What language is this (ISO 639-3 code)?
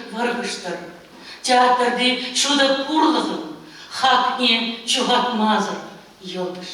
chv